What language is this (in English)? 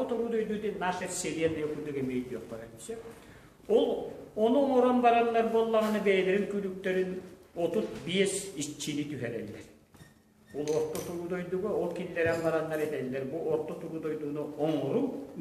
Yakut